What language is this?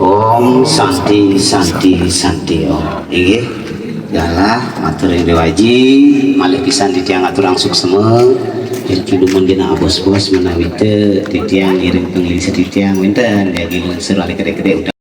Balinese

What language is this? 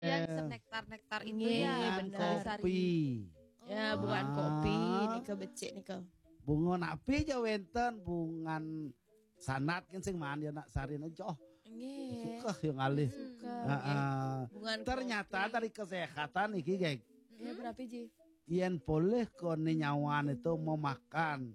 Balinese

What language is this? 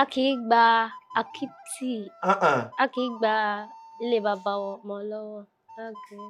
Yoruba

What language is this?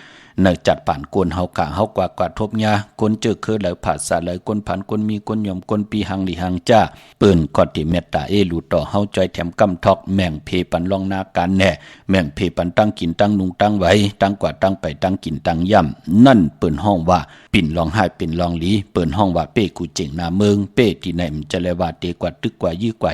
Shan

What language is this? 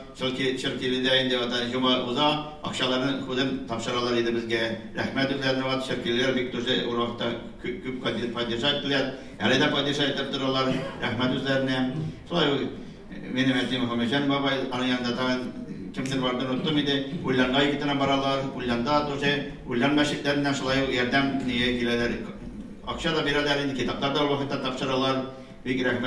Tatar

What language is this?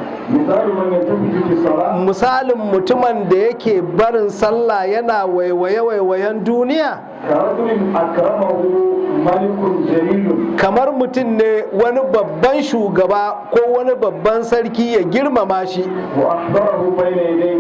Hausa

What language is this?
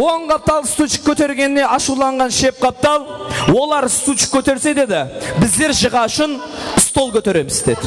Kara-Kalpak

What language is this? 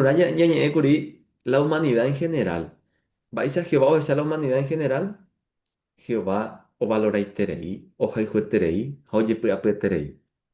Guarani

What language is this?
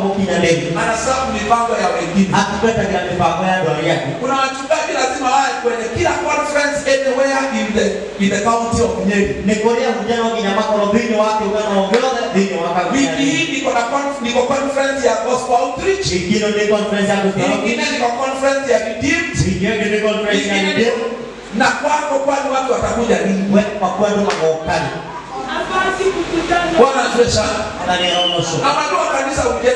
Swahili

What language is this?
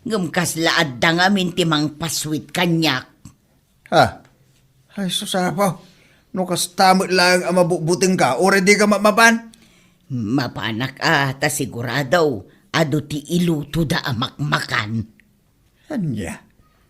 Iloko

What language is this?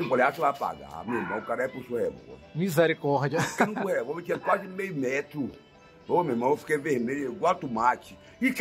Portuguese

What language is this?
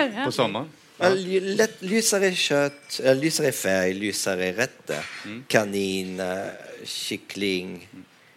Swedish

